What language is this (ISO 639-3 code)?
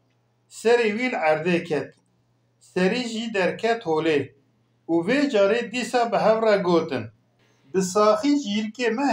kur